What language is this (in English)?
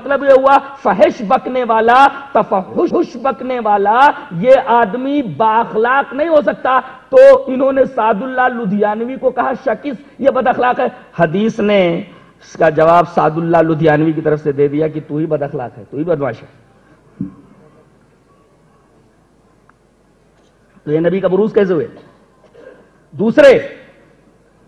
Urdu